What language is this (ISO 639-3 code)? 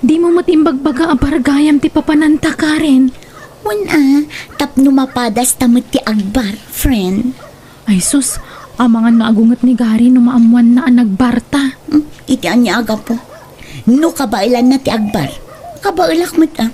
ilo